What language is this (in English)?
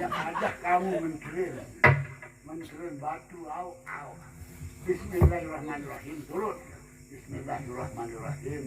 Sasak